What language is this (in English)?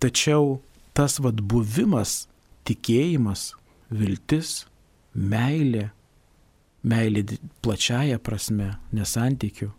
Lithuanian